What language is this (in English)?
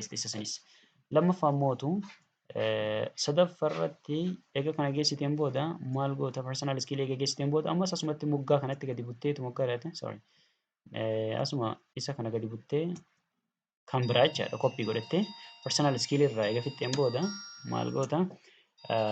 Oromo